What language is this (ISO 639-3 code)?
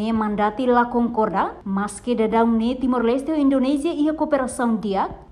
tet